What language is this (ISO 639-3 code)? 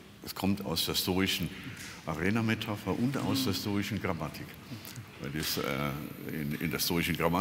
deu